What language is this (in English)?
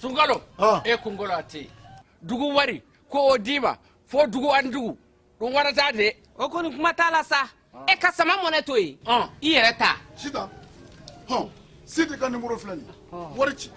Bambara